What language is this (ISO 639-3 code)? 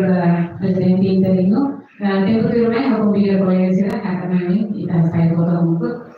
tet